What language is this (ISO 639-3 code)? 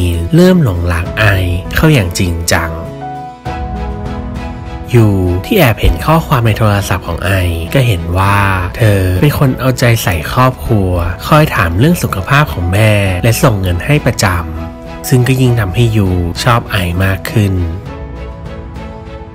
tha